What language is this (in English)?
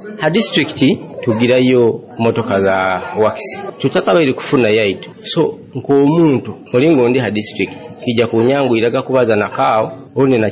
Nyoro